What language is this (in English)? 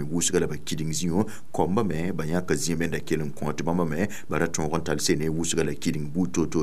Mossi